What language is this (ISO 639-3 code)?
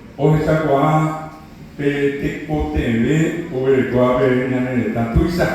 grn